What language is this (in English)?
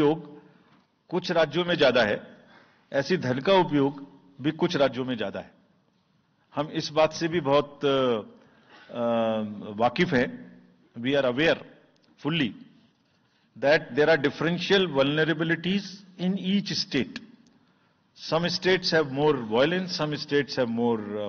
Hindi